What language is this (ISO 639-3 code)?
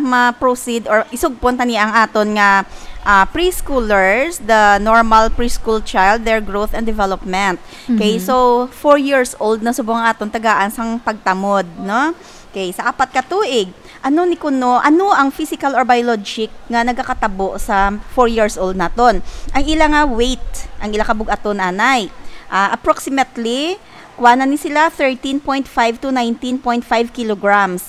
hil